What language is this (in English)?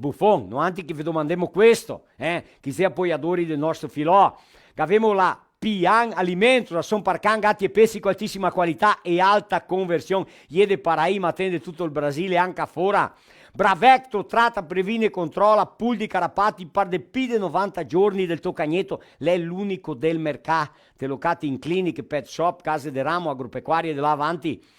Venetian